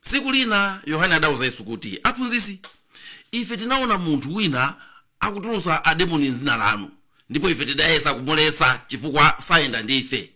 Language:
Nyanja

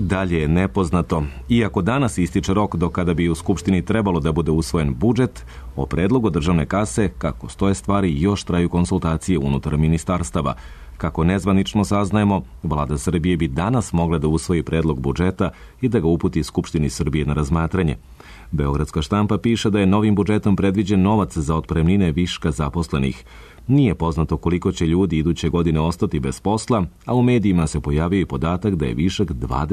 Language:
Serbian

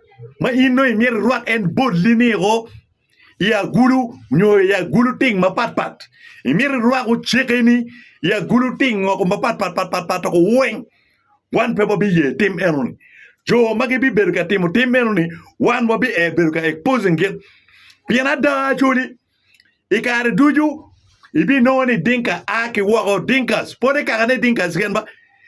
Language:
Acoli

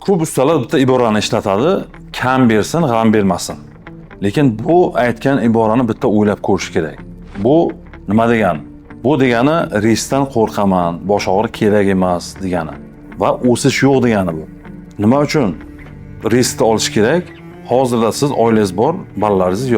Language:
Uzbek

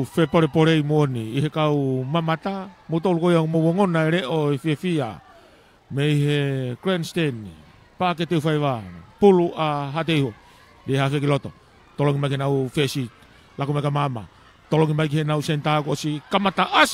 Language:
Tongan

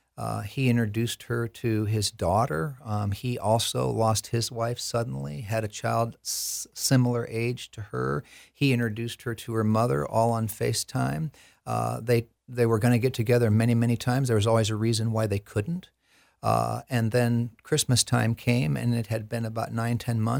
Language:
English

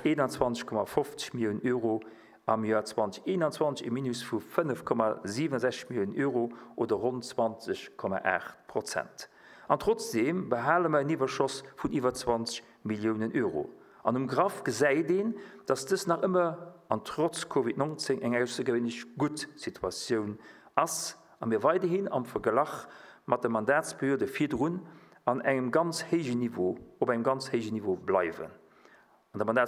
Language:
Luxembourgish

